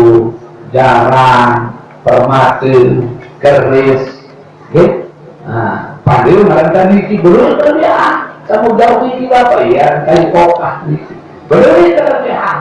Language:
Sasak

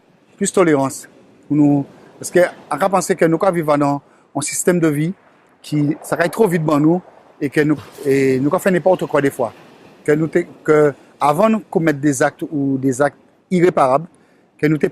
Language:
Guadeloupean Creole French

